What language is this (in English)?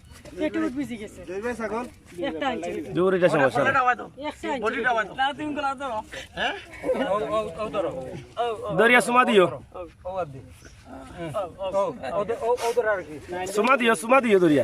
Sylheti